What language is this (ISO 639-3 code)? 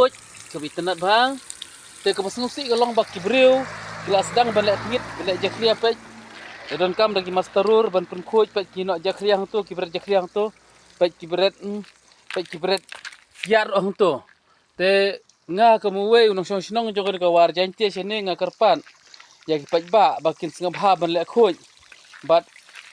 kha